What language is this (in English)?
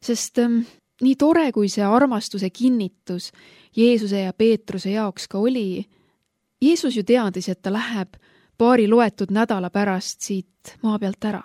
Estonian